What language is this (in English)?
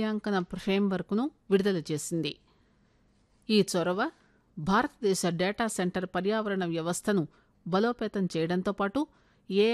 Telugu